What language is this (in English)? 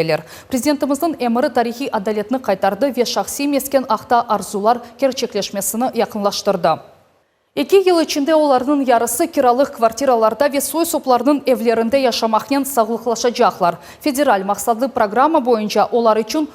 Crimean Tatar